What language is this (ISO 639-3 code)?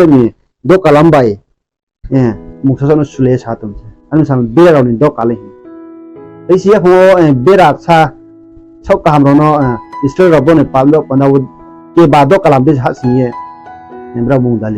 ria